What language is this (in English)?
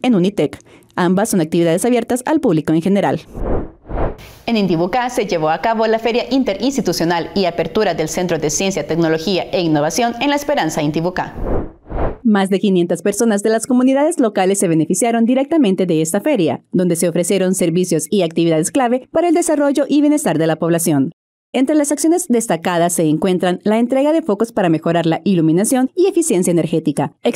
Spanish